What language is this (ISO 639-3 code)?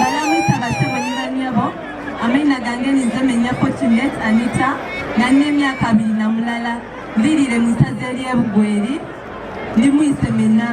xog